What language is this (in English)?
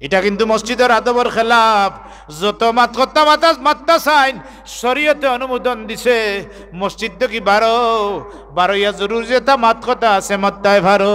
Sylheti